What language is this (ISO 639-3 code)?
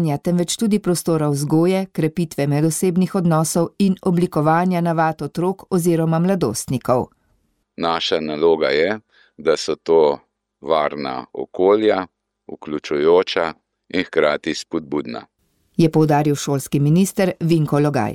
slv